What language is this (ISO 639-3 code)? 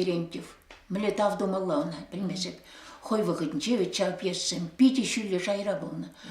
chv